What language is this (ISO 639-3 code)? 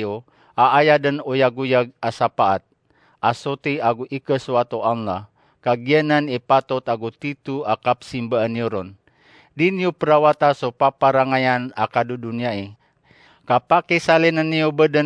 mrw